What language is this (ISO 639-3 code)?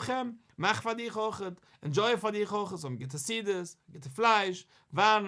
yid